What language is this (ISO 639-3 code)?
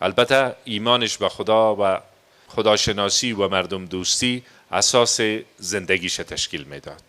fas